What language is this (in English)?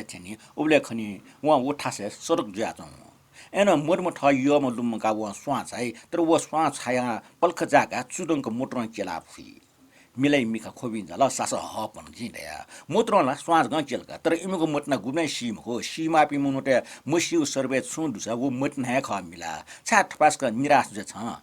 Newari